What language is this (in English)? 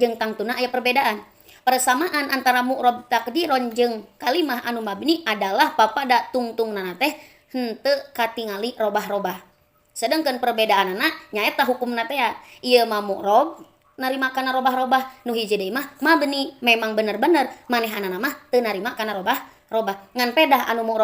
Sundanese